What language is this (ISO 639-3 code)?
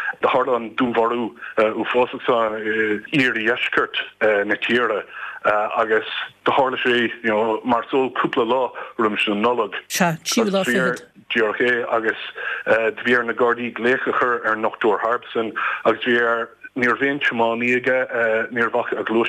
gle